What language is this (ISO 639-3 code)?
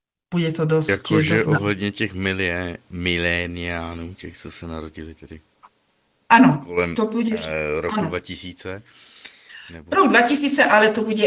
slk